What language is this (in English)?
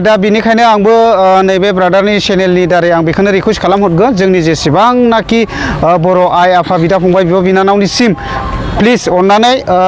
Bodo